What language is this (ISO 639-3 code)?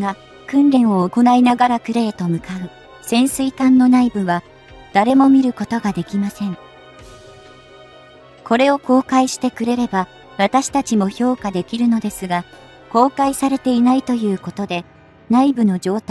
jpn